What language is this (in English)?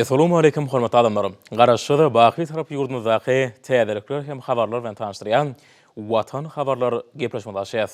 Turkmen